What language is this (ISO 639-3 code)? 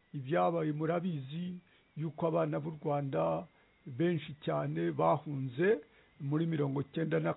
kin